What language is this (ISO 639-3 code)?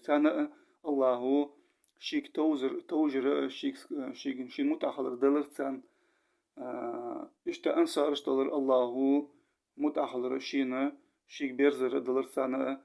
inh